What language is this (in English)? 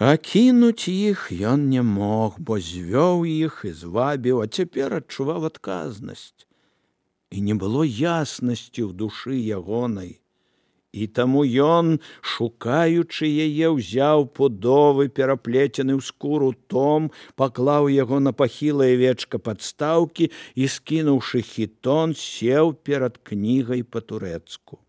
Belarusian